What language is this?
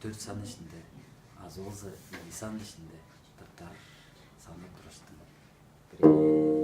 Tuvinian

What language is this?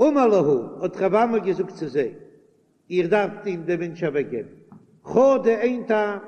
Yiddish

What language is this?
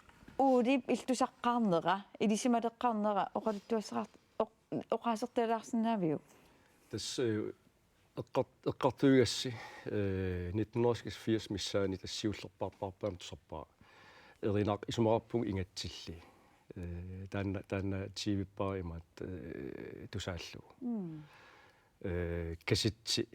Kalaallisut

